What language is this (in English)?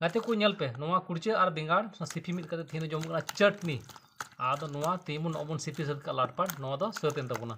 Santali